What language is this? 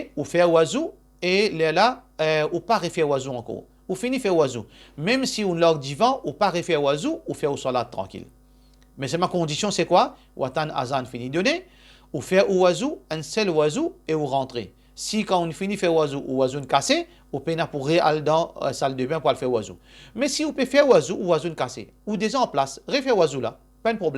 Morisyen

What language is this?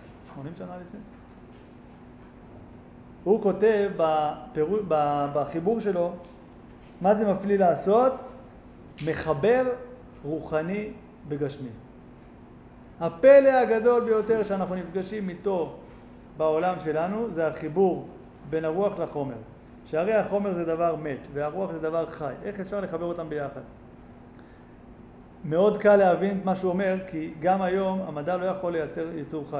Hebrew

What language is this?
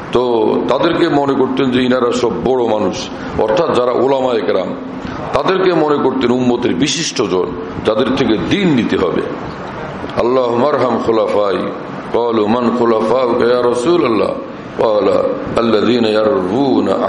Bangla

